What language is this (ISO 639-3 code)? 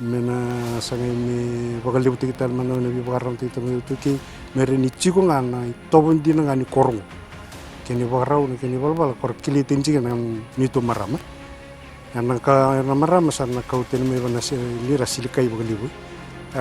fij